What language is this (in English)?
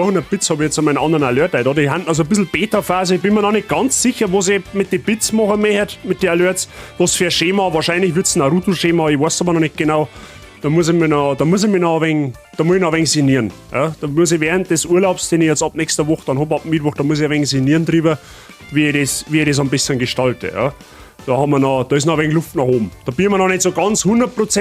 Bavarian